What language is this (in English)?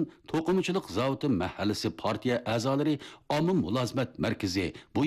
Uyghur